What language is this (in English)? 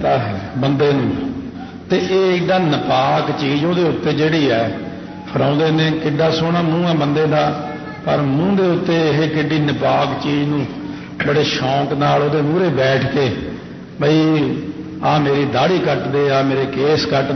Punjabi